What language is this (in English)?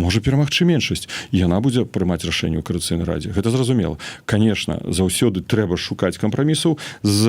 Belarusian